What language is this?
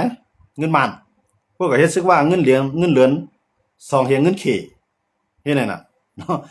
Shan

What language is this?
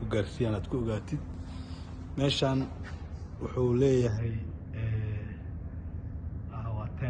Somali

